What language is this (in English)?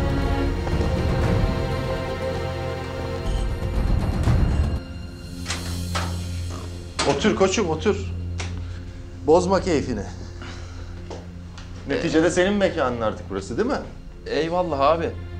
Turkish